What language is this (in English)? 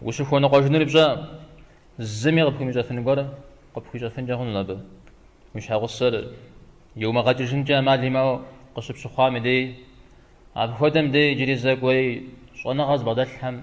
Kabardian